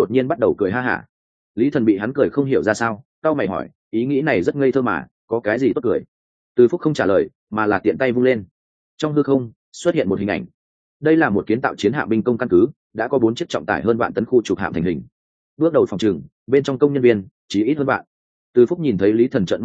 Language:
Vietnamese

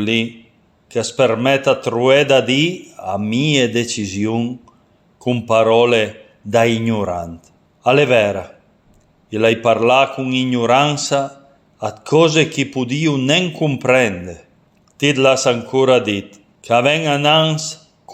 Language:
Piedmontese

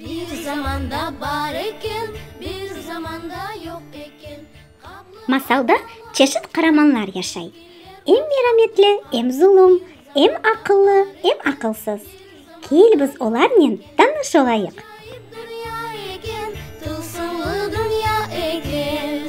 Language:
Crimean Tatar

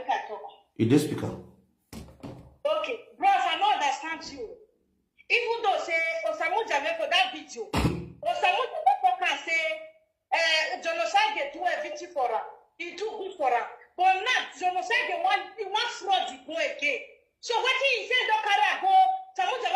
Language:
Nigerian Pidgin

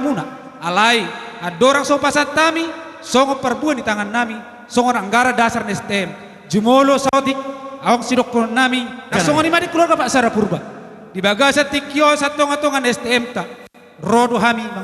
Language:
Batak Toba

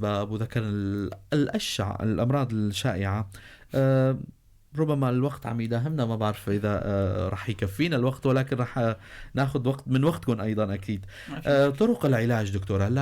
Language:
North Levantine Arabic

